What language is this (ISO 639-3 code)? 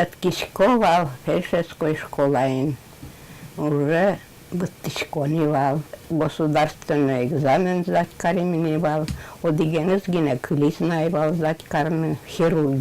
udm